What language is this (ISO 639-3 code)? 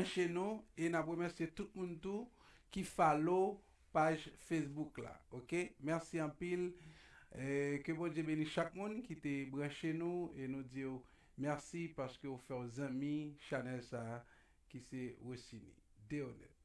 hat